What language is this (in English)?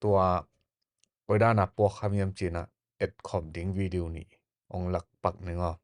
Tedim Chin